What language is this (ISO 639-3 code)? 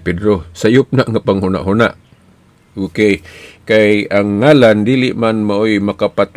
ceb